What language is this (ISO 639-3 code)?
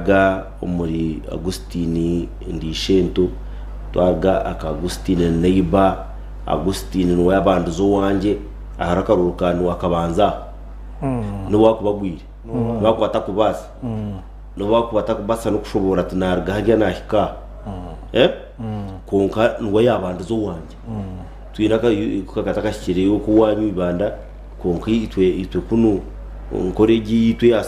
nyn